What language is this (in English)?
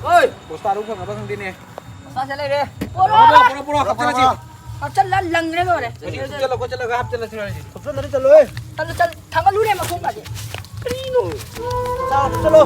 Manipuri